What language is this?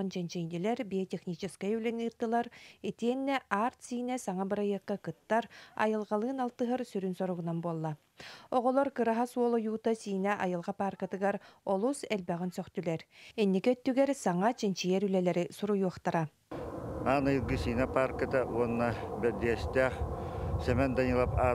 Yakut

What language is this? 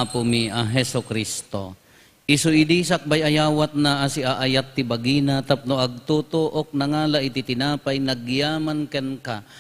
Iloko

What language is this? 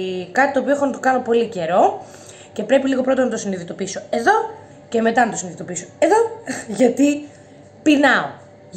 Greek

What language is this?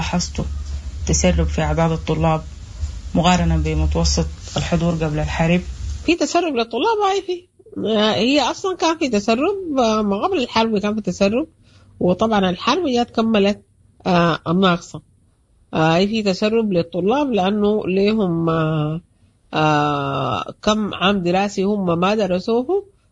Sudanese Arabic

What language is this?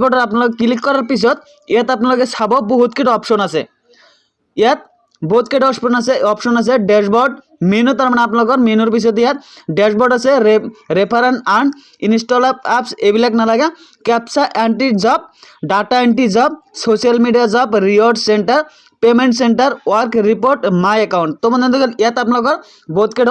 Assamese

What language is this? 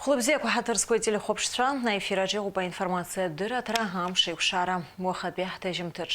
Abkhazian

